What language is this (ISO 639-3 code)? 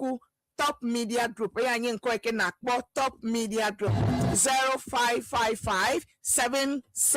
ewe